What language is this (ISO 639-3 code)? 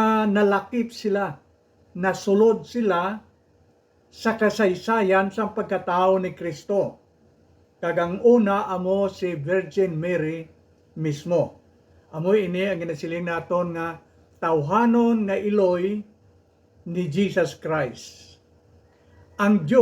hil